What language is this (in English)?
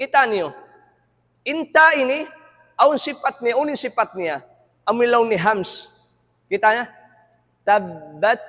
Tausug